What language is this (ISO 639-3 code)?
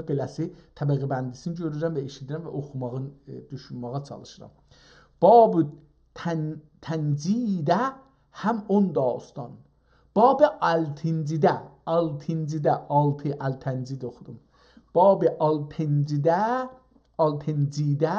azb